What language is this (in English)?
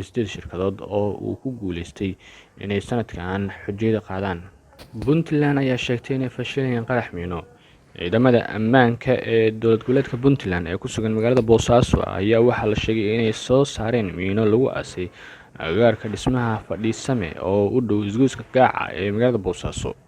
Somali